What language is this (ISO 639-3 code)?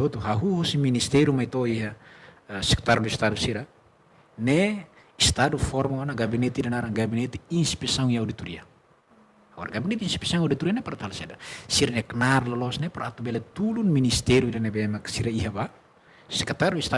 tet